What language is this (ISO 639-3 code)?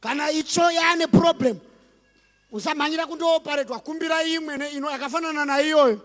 sna